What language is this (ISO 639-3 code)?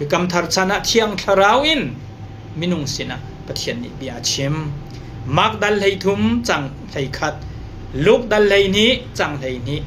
cnh